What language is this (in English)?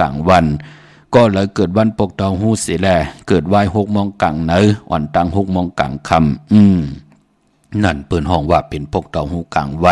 Shan